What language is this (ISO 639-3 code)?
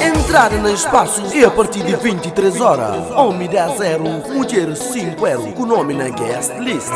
kea